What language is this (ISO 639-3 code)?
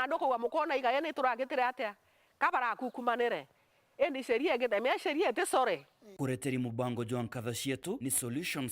mer